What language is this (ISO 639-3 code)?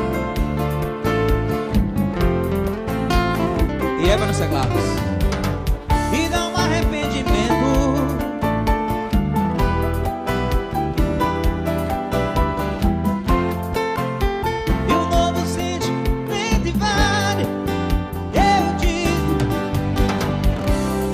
por